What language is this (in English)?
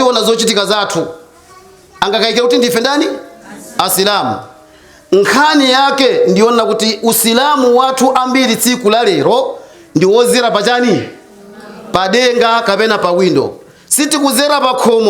Nyanja